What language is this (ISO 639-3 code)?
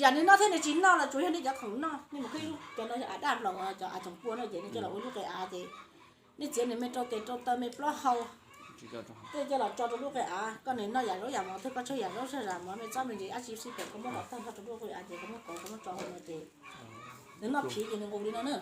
hmn